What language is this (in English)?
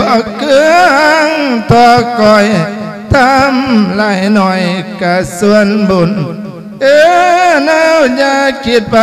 Lao